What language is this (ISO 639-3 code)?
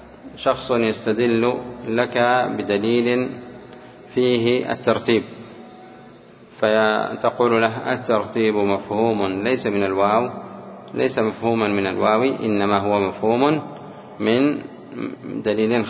ara